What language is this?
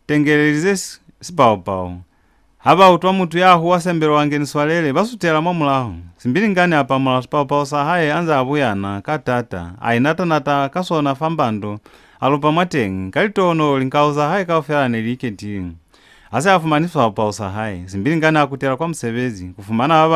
Lozi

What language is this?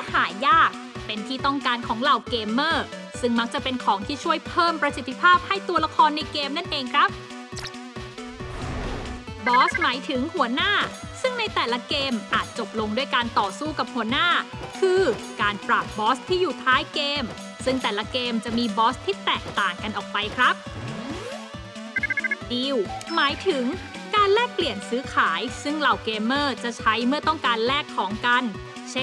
Thai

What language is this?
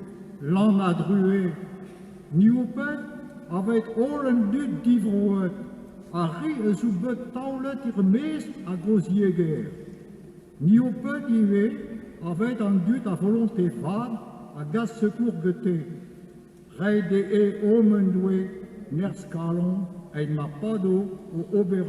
Breton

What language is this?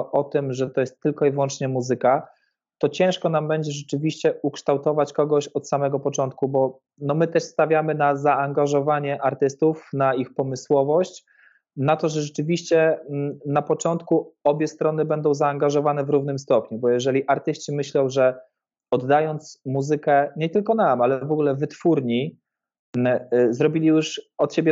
Polish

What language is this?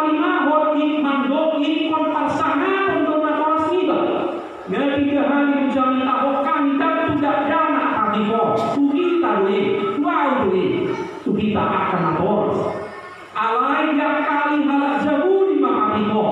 Batak Toba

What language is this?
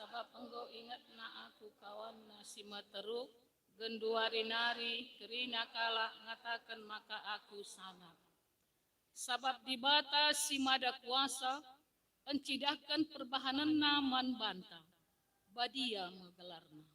Batak Karo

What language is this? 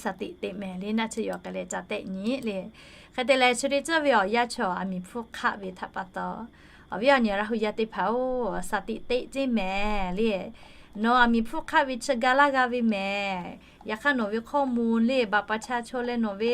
Lahu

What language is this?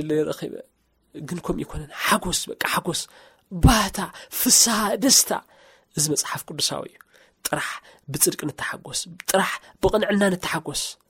Tigrinya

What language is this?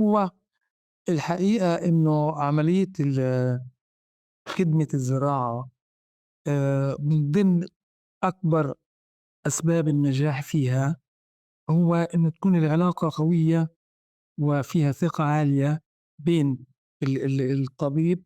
North Levantine Arabic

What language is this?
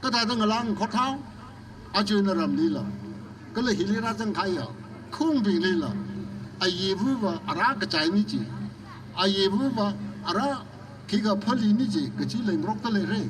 Tangkhul Naga (India)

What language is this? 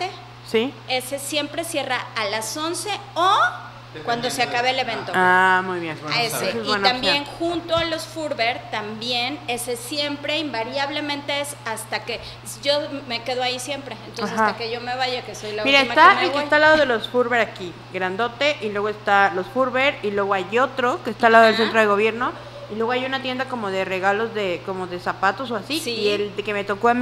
Spanish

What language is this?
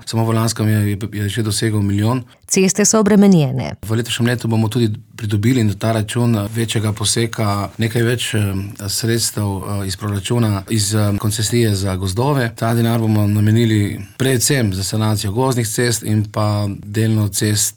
Slovenian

